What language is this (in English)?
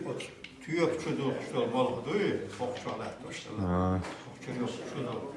Chechen